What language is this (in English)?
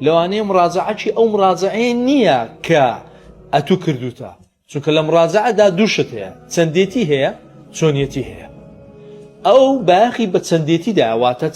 Central Kurdish